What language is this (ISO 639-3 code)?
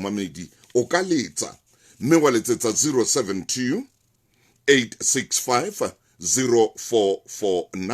sot